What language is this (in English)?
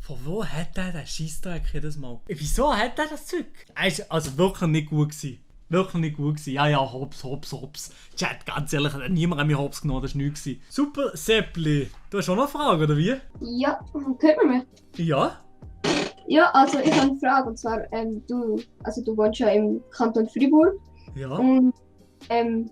Swiss German